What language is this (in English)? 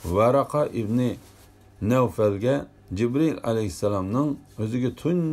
Uyghur